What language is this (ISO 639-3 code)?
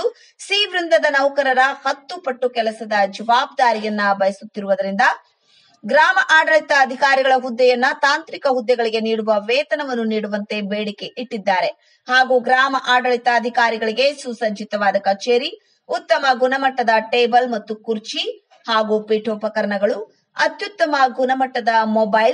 kan